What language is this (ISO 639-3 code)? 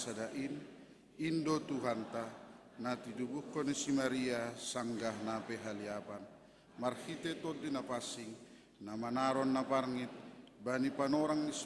bts